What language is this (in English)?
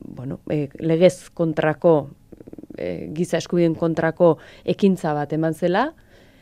Basque